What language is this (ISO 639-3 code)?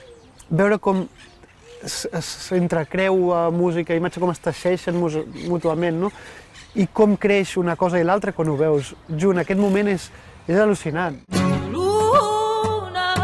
cat